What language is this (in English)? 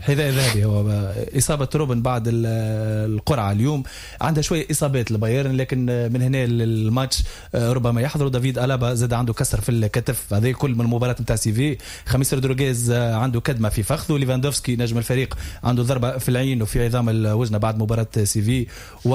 Tunisian Arabic